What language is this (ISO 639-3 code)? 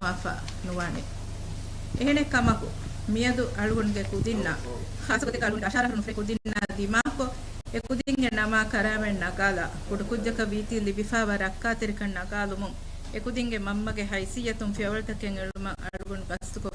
div